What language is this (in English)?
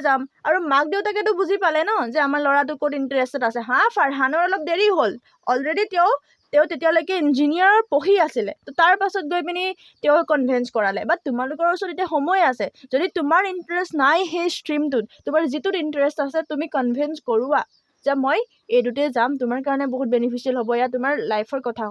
Assamese